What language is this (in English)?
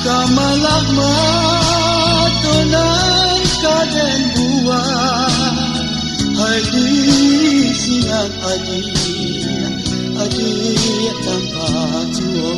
Minangkabau